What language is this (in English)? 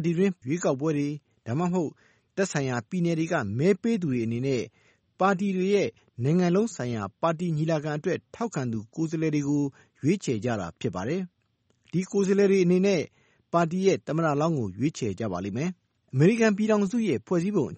Burmese